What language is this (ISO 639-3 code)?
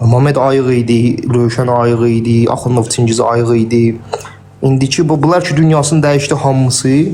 aze